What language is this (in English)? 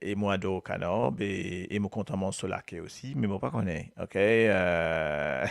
Morisyen